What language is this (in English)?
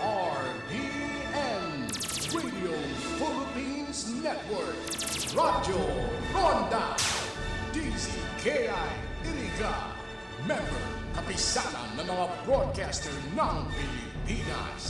Bikol